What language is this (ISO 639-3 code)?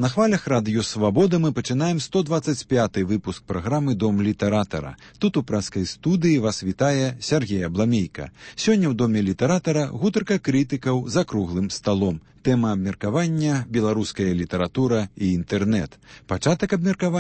bel